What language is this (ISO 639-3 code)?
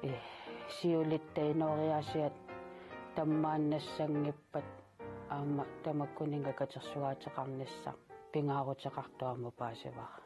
kal